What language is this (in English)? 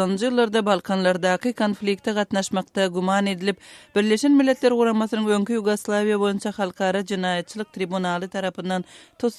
Turkmen